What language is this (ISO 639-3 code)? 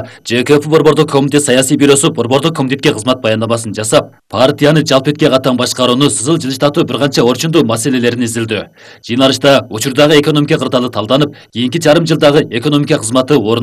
kir